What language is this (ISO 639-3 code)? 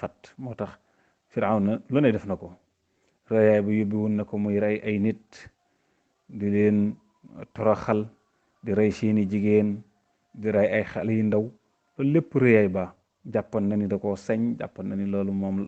wol